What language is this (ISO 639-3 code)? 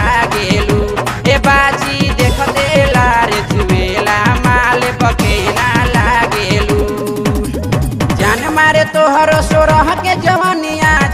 bho